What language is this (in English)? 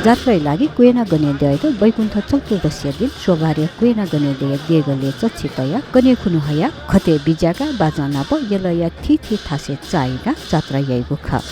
Newari